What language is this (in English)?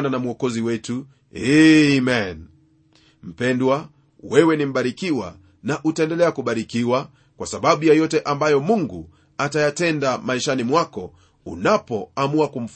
Swahili